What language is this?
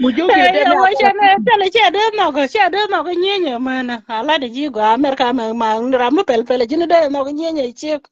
Nuer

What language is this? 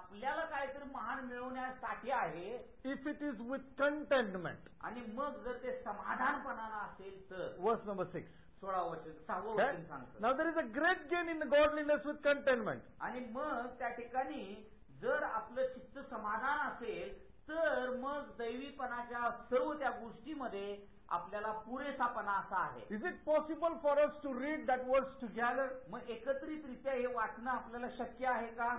Marathi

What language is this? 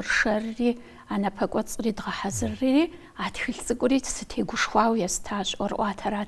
Kabardian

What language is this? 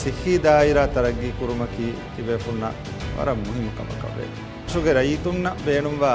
Divehi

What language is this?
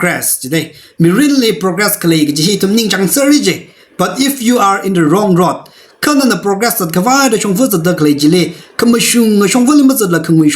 Tangkhul Naga (India)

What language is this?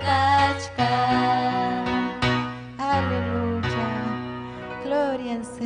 Ayacucho Quechua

